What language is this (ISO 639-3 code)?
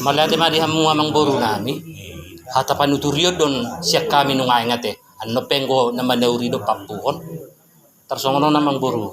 bbc